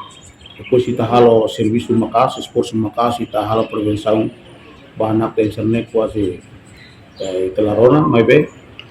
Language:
Tetum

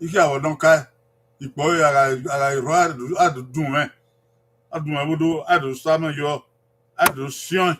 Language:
Bini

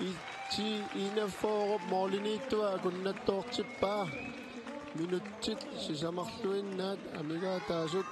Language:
Kalaallisut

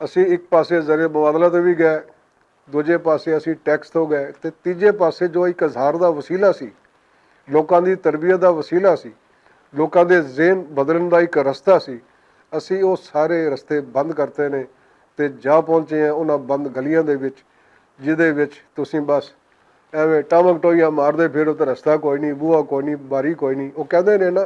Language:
Western Panjabi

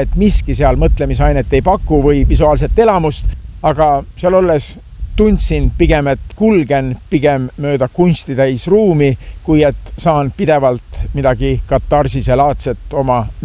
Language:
Estonian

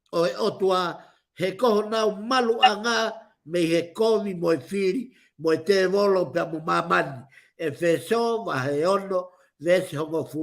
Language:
Tongan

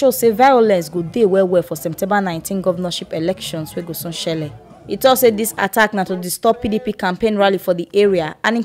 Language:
Nigerian Pidgin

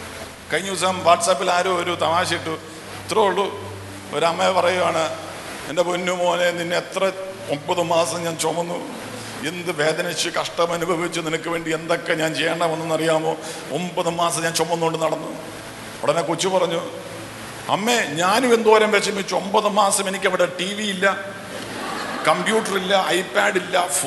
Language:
Malayalam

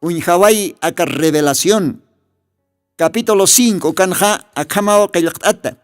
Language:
Aymara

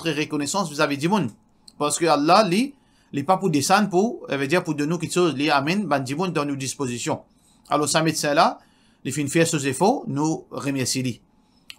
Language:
Morisyen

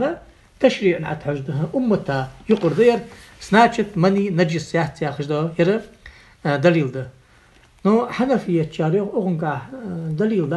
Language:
Ingush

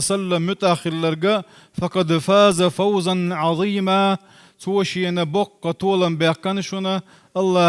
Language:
Chechen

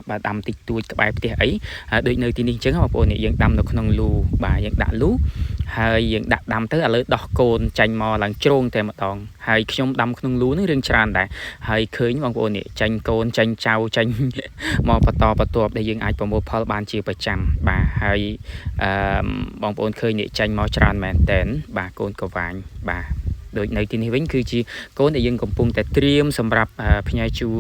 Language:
Khmer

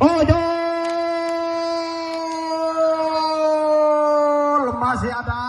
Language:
Madurese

